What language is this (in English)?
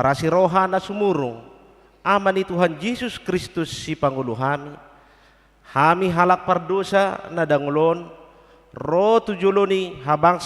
Batak Toba